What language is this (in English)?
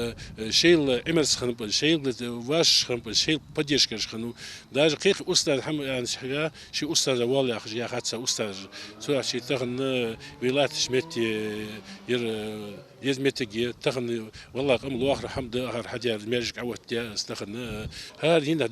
Ingush